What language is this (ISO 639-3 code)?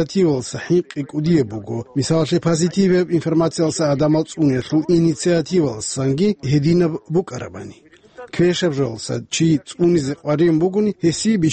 ava